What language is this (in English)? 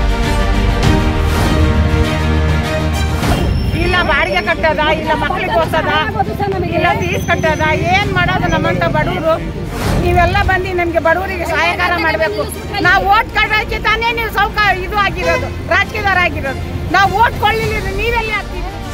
Kannada